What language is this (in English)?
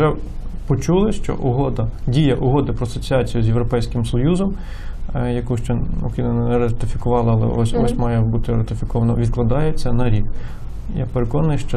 Ukrainian